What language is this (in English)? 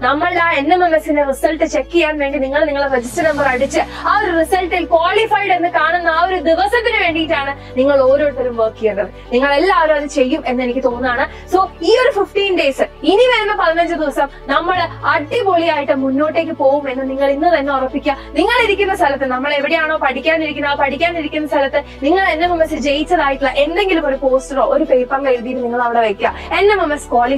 Malayalam